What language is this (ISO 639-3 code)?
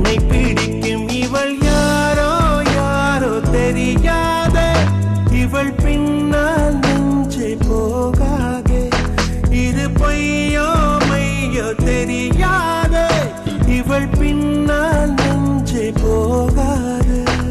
tam